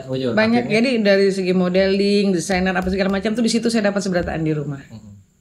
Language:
Banjar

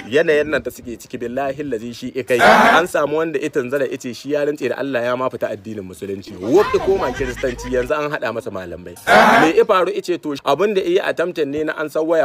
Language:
Hausa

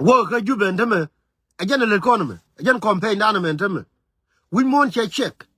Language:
Nuer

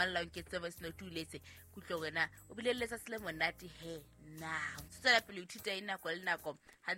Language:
Southern Sotho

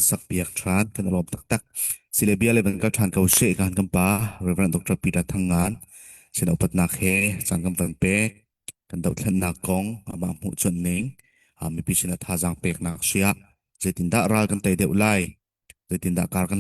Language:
Hakha Chin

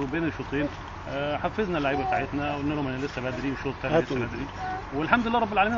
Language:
Egyptian Arabic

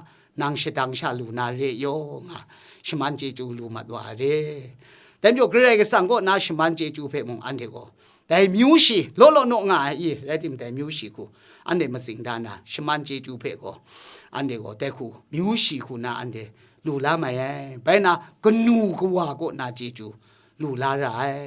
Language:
Kachin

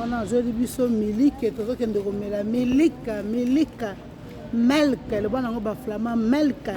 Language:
Lingala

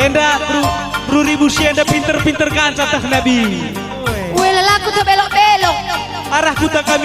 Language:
Batak Karo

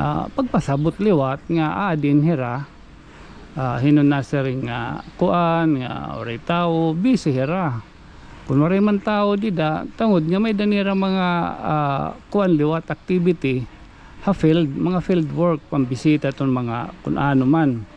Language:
Waray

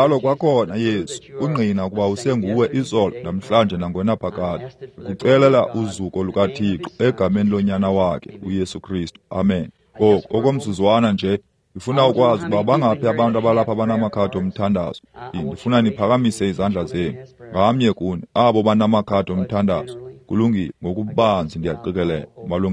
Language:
Xhosa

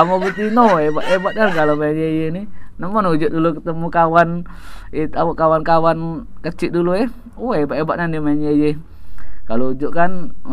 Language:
Musi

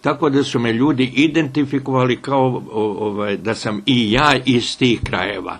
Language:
Bosnian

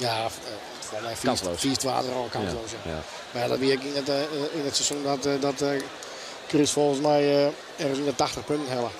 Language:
Western Frisian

